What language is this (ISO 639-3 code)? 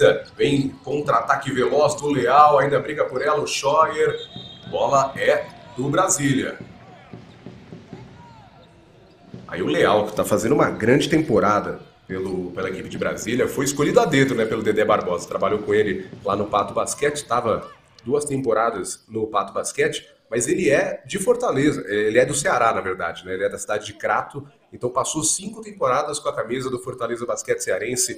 por